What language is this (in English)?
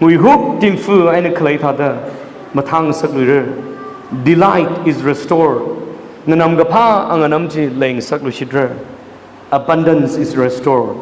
Tangkhul Naga (India)